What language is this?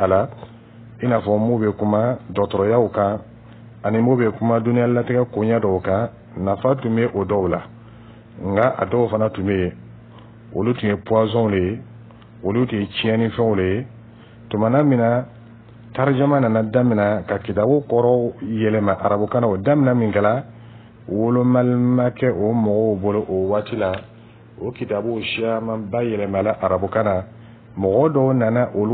Dyula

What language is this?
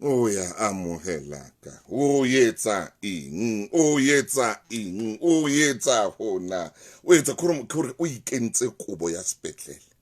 Southern Sotho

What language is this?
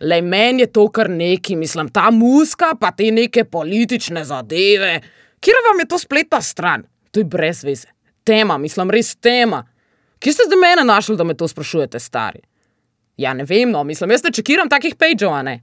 Slovenian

